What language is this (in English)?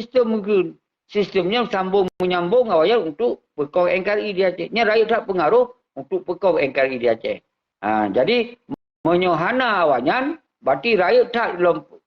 Achinese